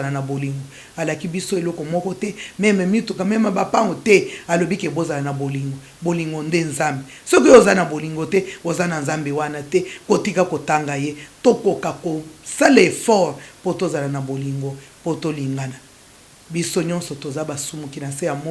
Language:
Lingala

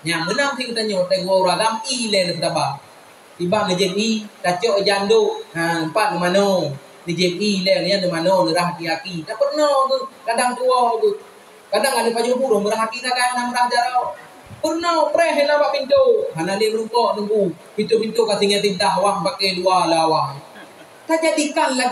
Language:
Achinese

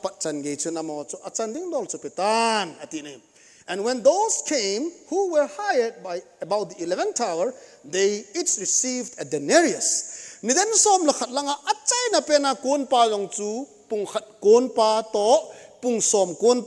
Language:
Thado Chin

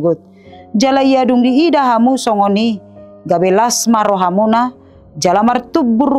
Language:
Batak Toba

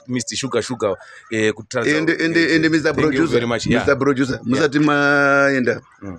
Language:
Shona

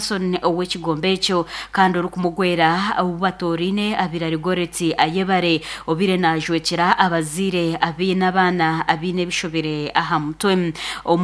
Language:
Nyankole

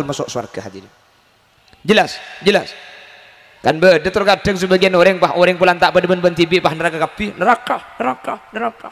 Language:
Madurese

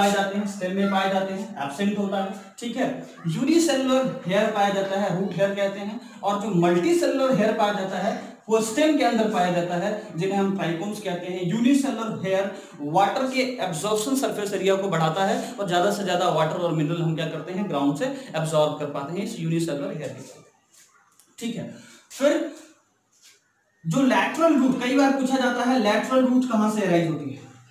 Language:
Hindi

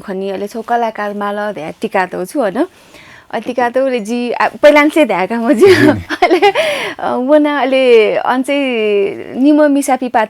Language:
Newari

